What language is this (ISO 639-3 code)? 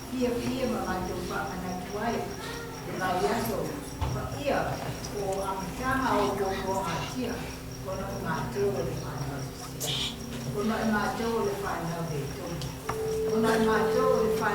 smo